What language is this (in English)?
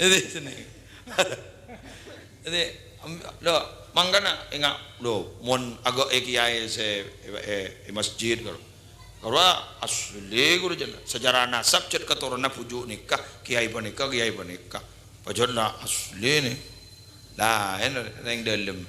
Madurese